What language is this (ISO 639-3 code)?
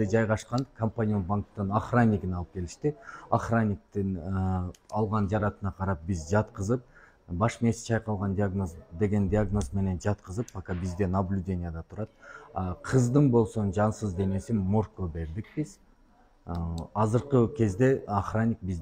kir